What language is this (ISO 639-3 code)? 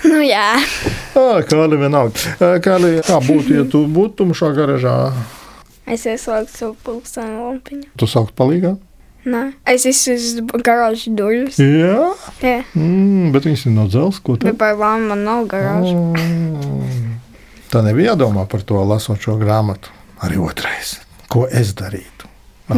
lav